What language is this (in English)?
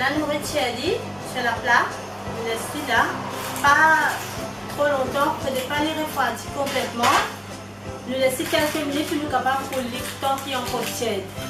Morisyen